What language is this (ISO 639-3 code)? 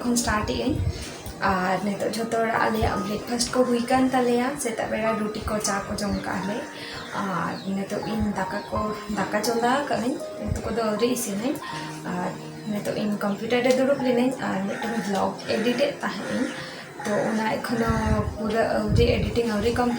sat